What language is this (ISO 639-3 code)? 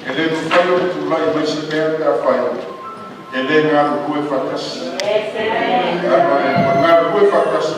smo